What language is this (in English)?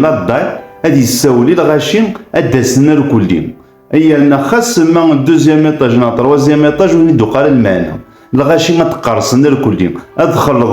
Kabyle